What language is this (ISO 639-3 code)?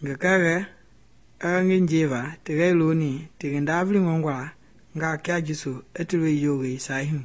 men